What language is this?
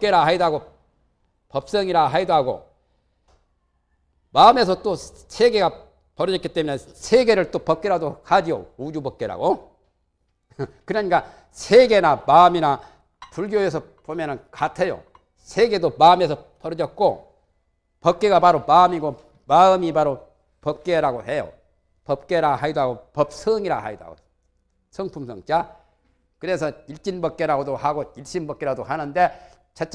Korean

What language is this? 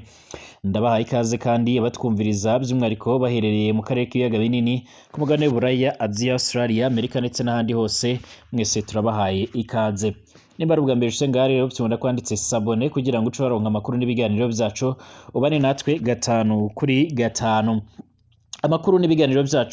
Rundi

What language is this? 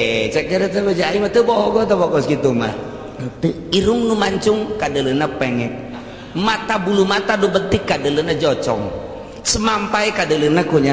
Sundanese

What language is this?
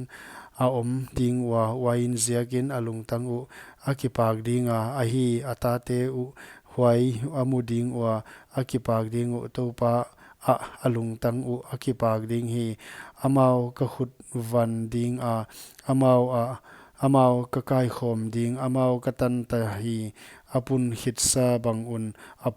Paite Chin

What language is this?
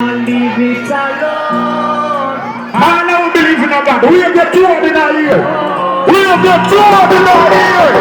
Jamaican Creole English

